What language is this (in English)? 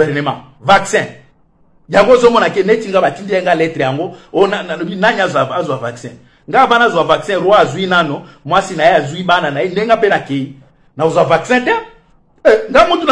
Lingala